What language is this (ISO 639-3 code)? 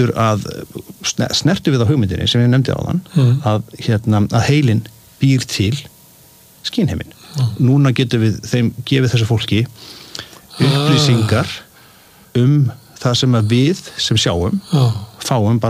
isl